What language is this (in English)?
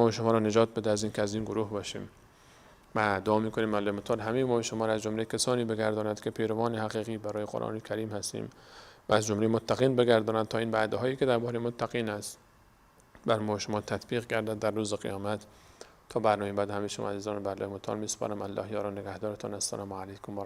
Persian